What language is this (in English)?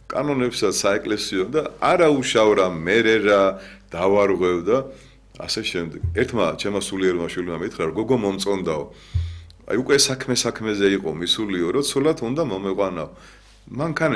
Georgian